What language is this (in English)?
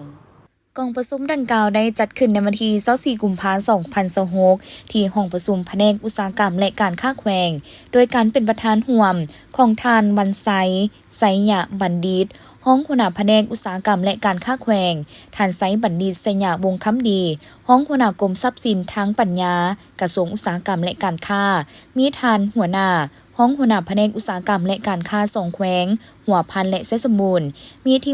Lao